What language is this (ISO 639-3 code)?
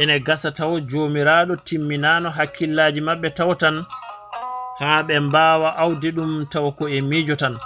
ful